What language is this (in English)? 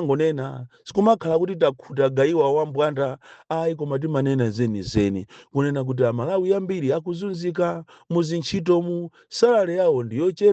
Nyanja